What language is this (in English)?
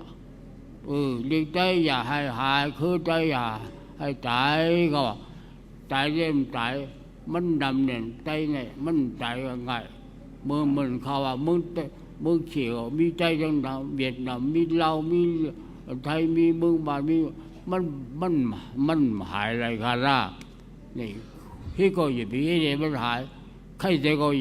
Shan